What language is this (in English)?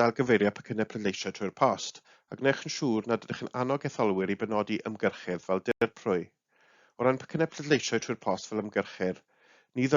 Welsh